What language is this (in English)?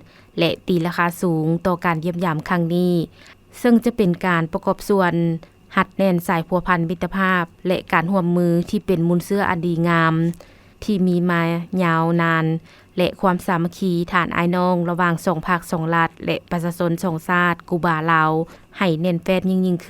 Lao